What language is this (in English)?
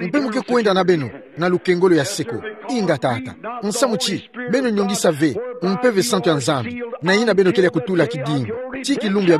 Kituba (Democratic Republic of Congo)